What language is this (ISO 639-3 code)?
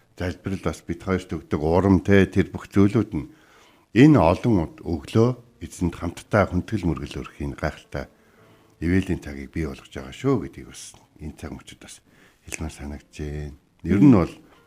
mon